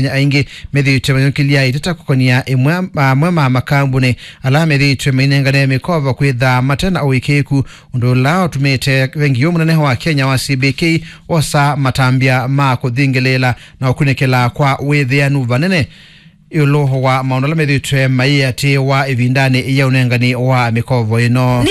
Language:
Kamba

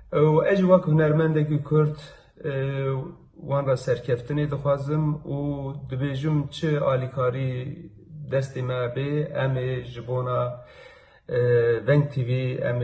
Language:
Kurdish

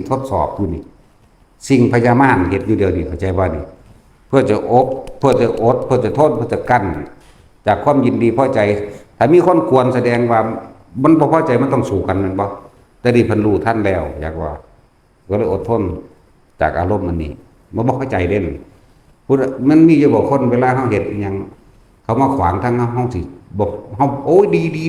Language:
Northeastern Thai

